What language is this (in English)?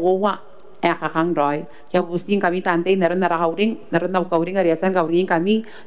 Gilbertese